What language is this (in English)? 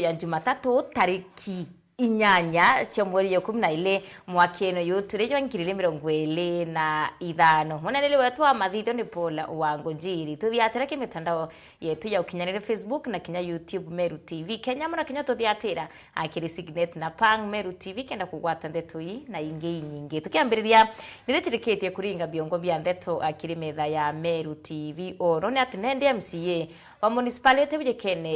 Meru